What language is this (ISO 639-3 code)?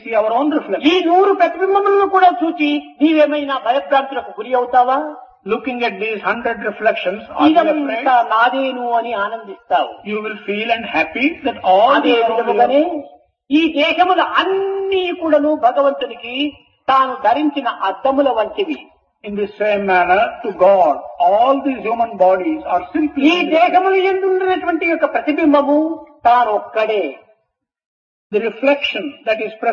tel